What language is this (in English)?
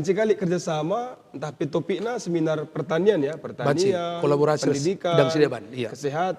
Batak Karo